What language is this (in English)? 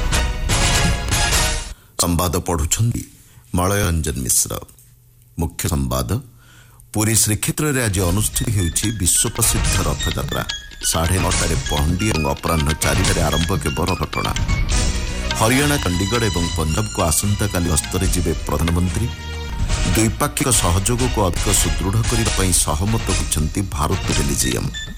Odia